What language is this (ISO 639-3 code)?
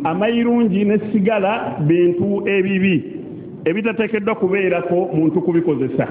lug